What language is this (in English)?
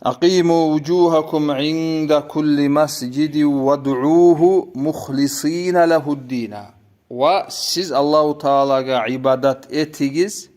Kumyk